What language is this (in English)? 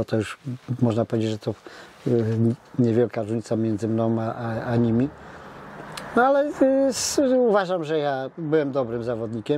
Polish